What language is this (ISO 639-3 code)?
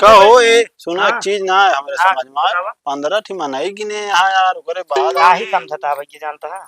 awa